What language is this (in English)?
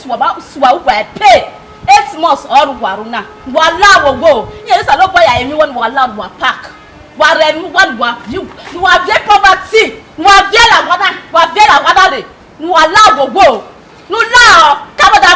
Bini